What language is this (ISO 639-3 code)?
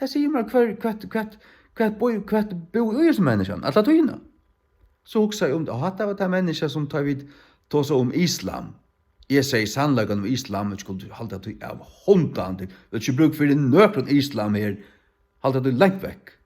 fao